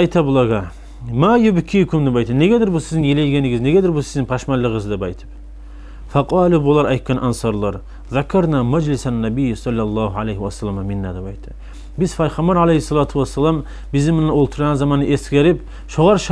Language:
Kumyk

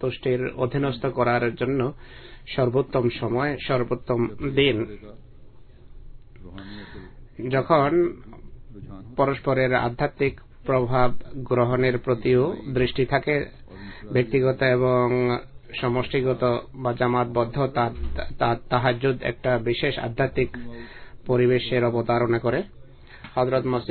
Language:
Bangla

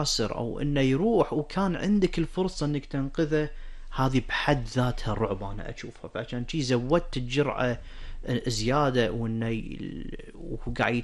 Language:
Gulf Arabic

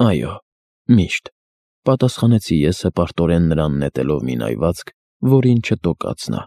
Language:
Armenian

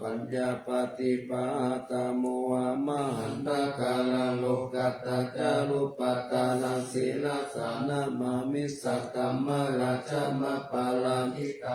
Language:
Pali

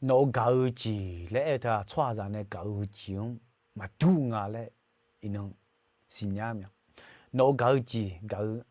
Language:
Akha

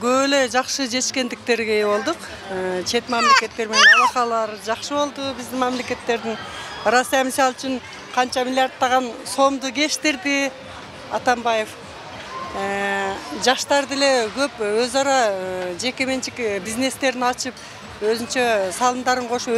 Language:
Kyrgyz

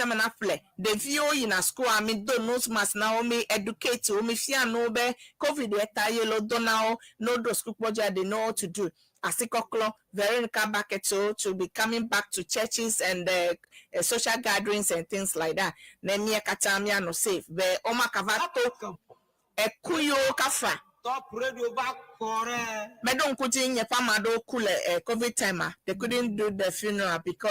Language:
Ewe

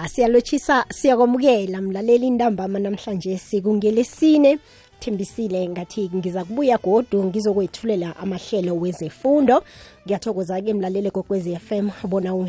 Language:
South Ndebele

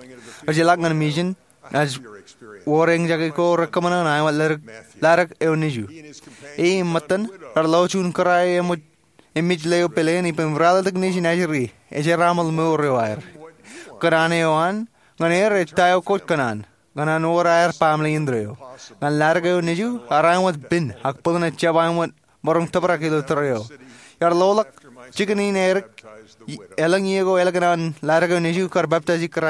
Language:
Marshallese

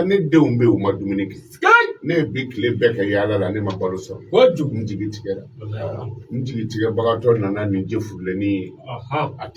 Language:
Bambara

